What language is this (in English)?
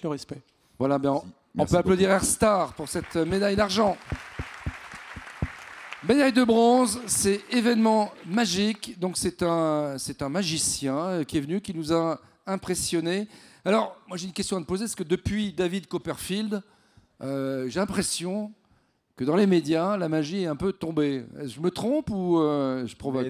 French